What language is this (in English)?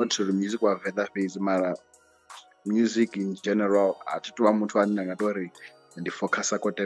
Venda